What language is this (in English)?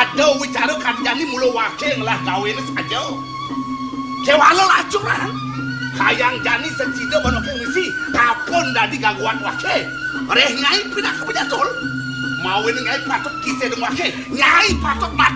Balinese